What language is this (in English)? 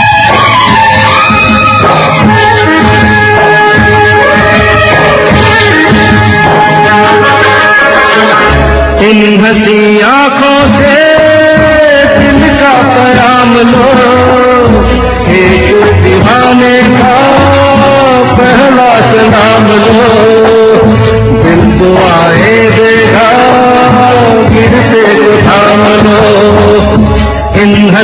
Hindi